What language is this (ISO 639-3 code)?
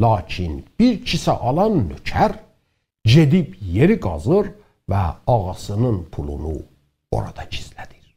azb